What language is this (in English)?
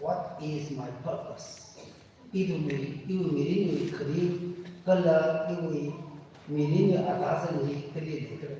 Tangkhul Naga (India)